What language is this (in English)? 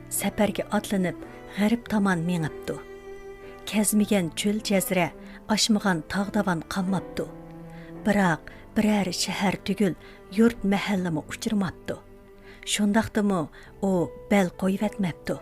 Uyghur